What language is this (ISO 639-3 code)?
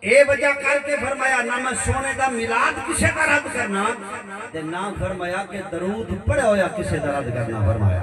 skr